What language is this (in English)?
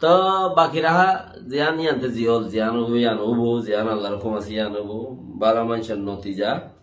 Rohingya